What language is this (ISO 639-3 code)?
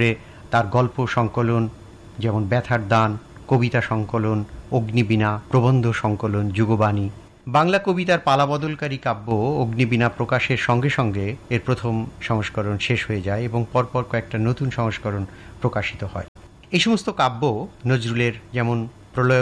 ben